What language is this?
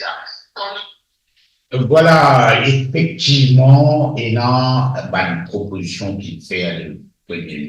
Morisyen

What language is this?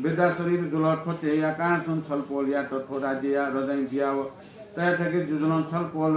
Newari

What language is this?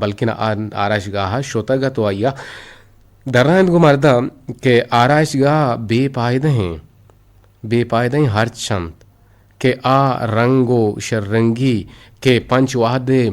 Eastern Balochi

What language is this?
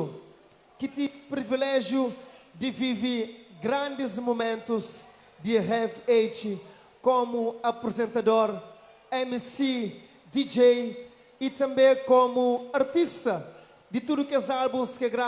Kabuverdianu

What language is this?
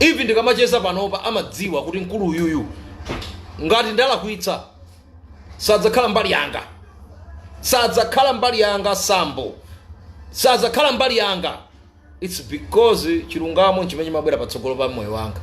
Nyanja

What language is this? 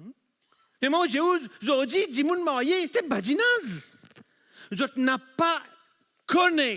Morisyen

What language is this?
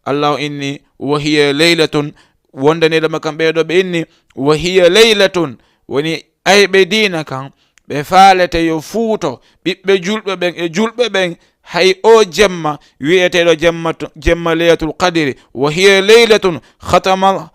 Fula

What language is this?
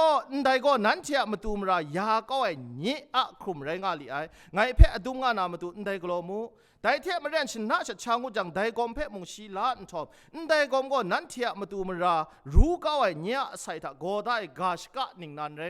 Kachin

